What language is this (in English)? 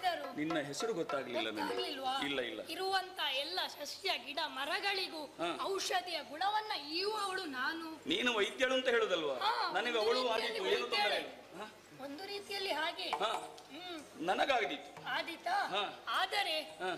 Kannada